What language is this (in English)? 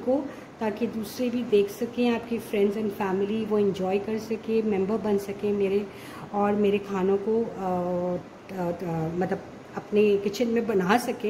Hindi